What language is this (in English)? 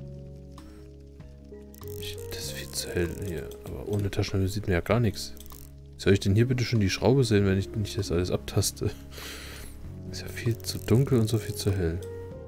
German